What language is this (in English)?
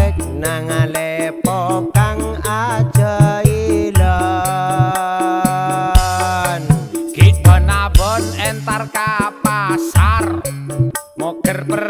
Madurese